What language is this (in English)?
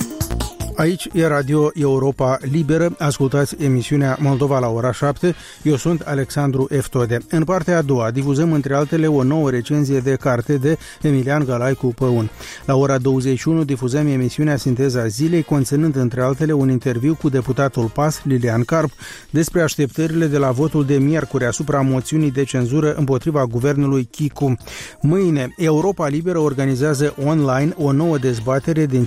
Romanian